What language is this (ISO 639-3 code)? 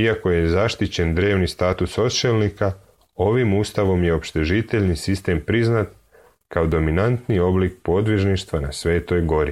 srp